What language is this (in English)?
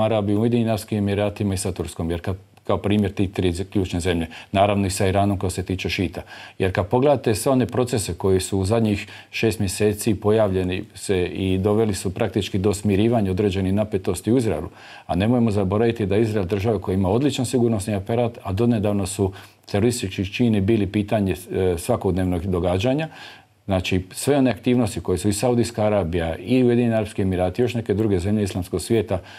Bosnian